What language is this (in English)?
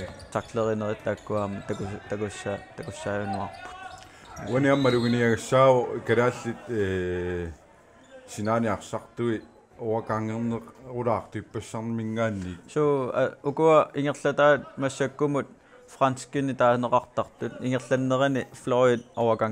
Kalaallisut